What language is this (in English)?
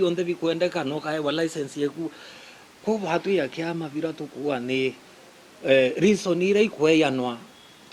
Meru